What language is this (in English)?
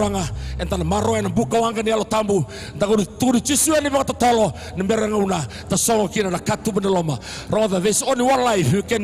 Fijian